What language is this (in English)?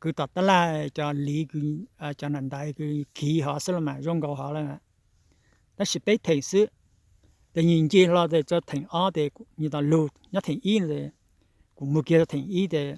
Hmong